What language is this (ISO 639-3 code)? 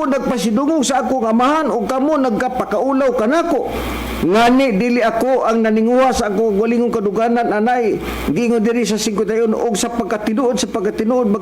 ceb